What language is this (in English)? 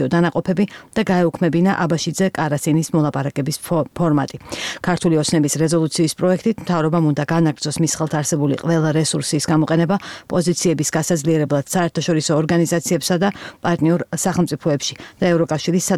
Georgian